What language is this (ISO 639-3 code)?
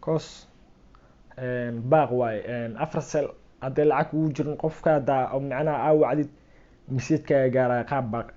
som